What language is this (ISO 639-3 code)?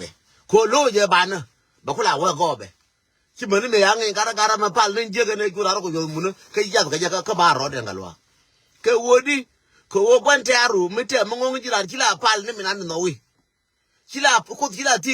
nus